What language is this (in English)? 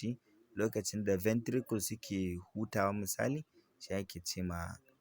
Hausa